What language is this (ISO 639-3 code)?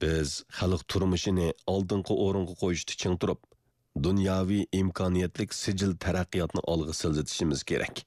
uig